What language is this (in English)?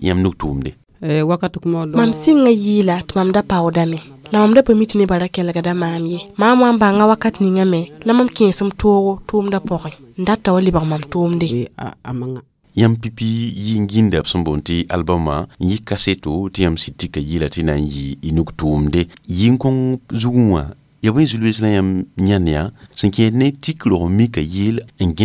Mossi